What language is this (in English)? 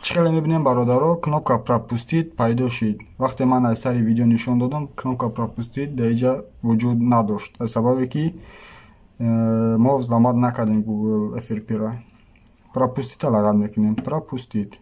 Tajik